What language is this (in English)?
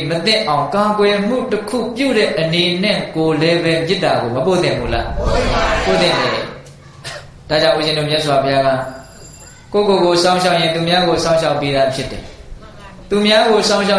Burmese